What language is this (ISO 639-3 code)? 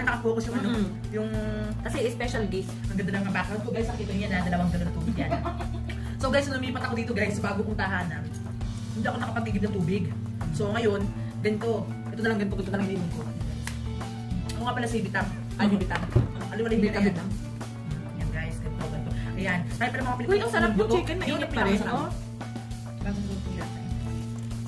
fil